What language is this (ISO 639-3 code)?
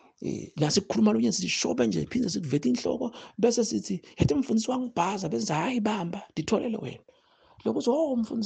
zul